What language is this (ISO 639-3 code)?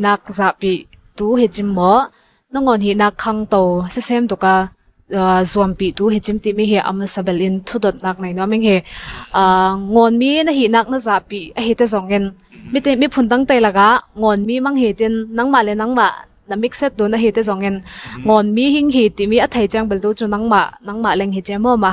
cnw